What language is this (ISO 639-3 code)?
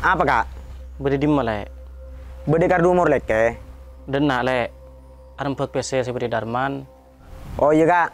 mad